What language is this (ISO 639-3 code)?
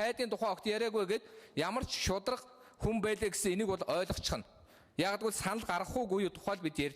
mon